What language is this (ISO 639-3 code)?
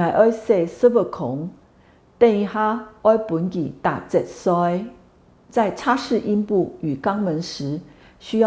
hak